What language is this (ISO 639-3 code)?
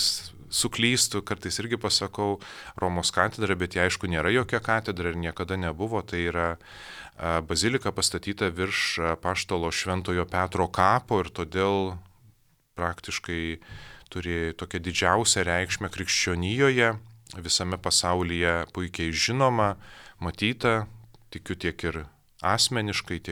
lit